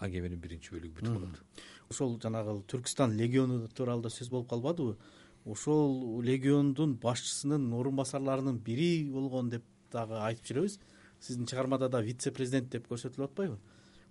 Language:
Kyrgyz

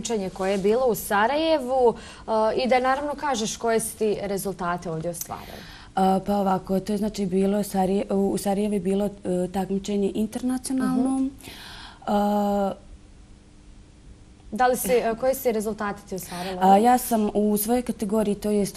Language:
Bosnian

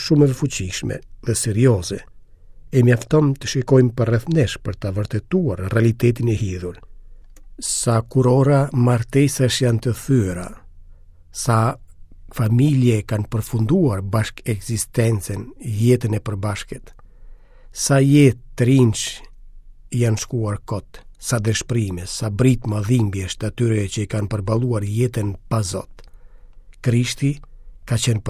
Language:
Albanian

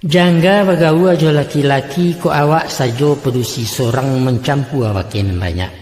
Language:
Minangkabau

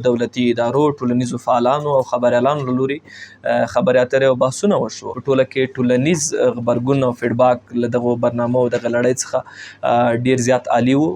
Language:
Pashto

